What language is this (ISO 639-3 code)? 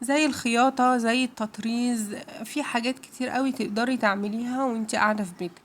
arz